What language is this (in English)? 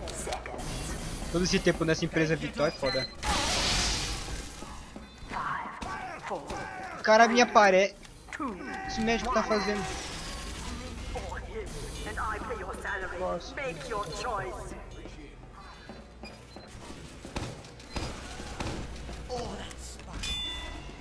Portuguese